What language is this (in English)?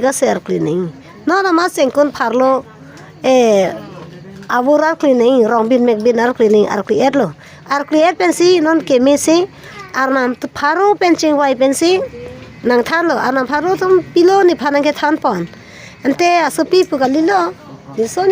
Karbi